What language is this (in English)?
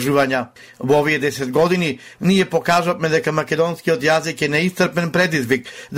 Macedonian